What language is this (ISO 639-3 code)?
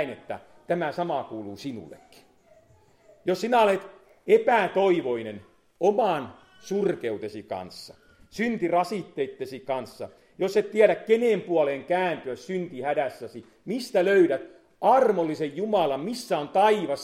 fin